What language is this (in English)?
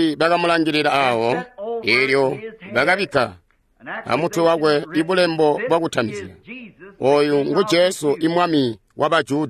Tonga (Zambia)